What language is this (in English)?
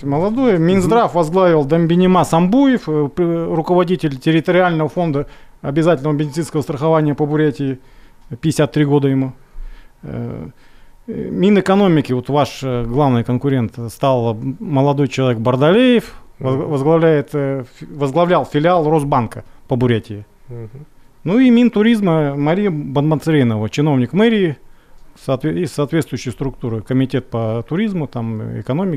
Russian